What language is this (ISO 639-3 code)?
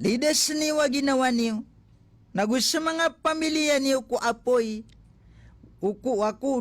mrw